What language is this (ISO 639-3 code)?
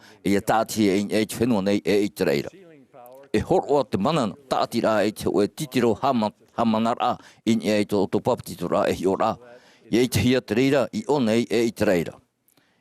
tah